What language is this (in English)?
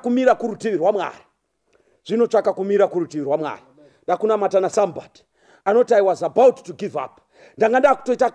Shona